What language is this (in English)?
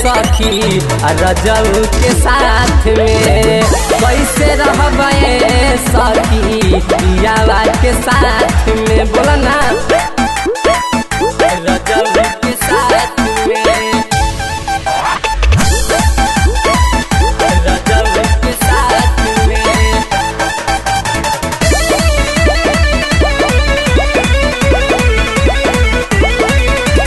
Bhojpuri